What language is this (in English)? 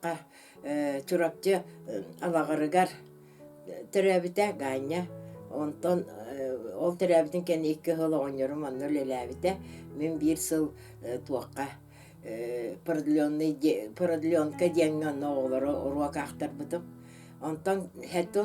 Yakut